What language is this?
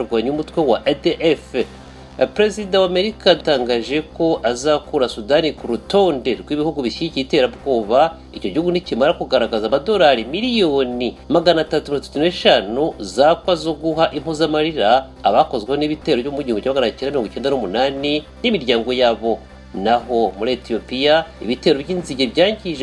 Kinyarwanda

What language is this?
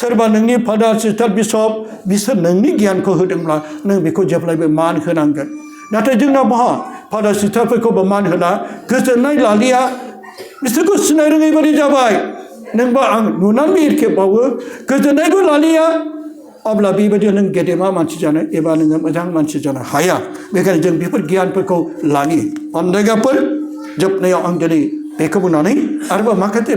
Bodo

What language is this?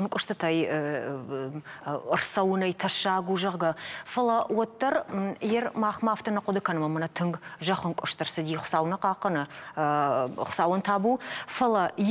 Ossetic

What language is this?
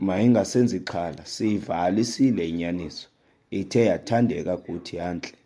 Xhosa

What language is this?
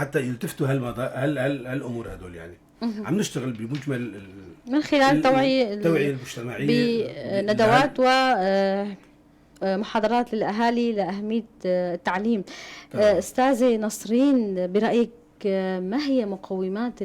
North Levantine Arabic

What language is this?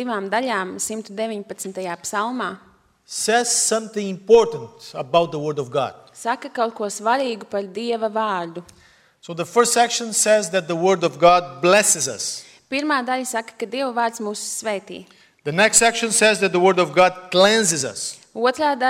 Latvian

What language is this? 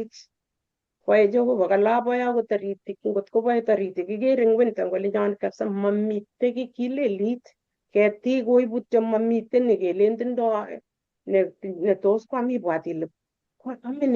Kalenjin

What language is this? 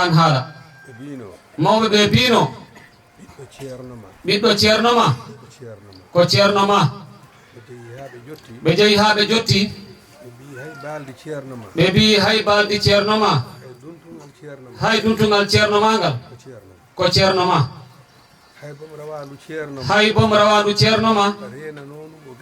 Fula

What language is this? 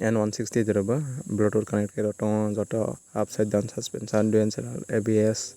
Kok Borok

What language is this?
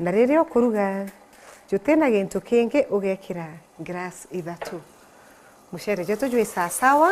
Meru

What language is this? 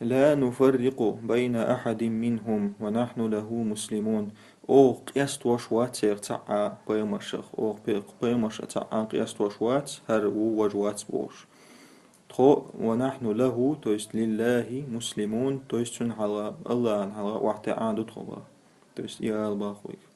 Chechen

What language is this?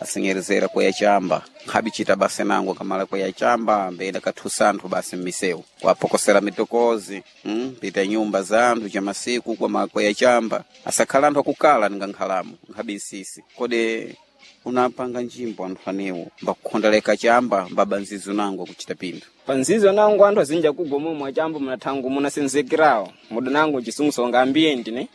Sena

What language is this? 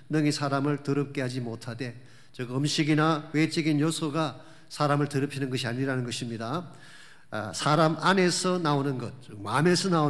Korean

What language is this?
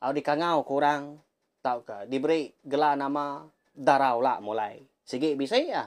Iban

